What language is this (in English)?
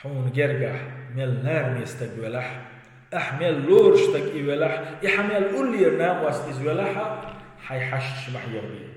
Chechen